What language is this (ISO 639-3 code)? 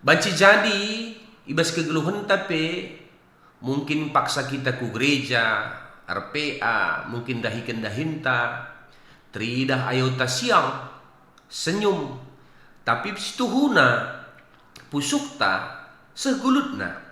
btx